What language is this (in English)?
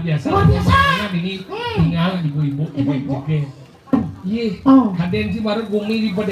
Balinese